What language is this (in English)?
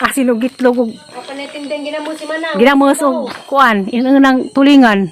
Cebuano